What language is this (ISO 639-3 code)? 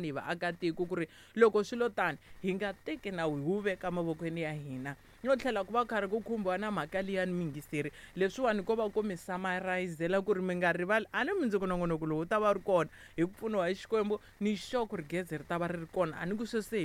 tso